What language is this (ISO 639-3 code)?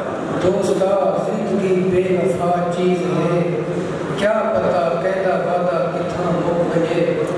skr